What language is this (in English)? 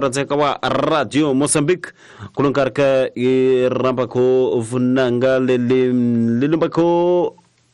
Tsonga